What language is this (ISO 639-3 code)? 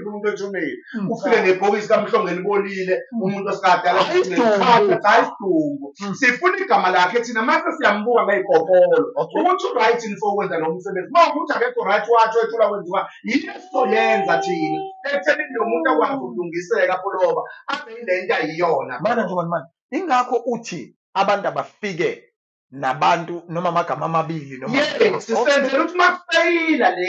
zul